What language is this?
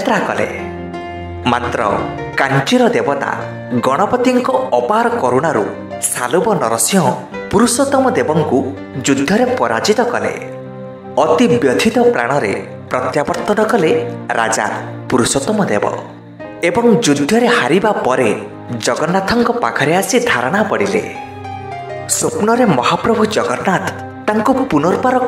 Odia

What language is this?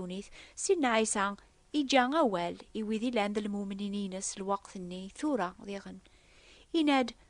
Kabyle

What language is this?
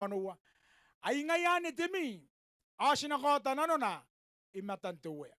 Gilbertese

